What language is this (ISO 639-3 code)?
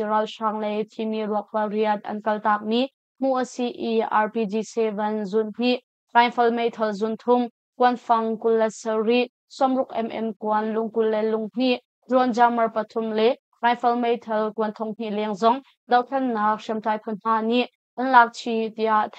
cnh